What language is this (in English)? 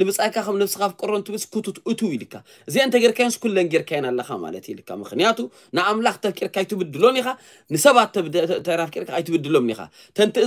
Tigrinya